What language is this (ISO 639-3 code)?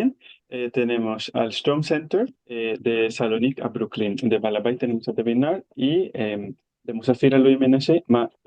lad